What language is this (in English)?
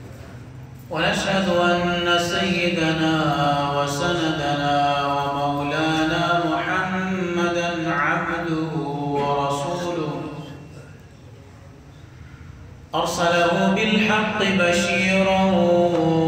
Urdu